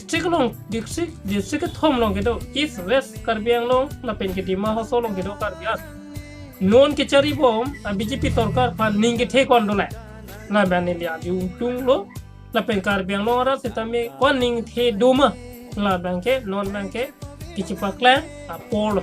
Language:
Karbi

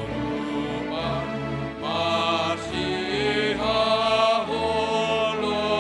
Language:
Batak Simalungun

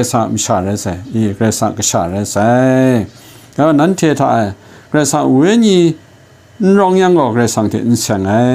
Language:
Kachin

